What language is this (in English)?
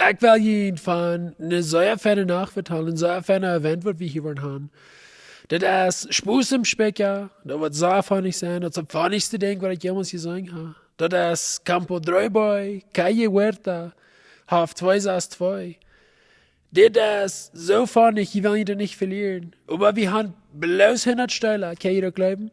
Plautdietsch